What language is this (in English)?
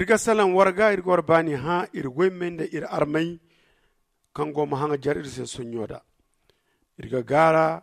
Zarma